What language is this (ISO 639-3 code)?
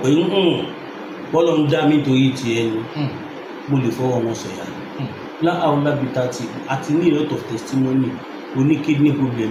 yor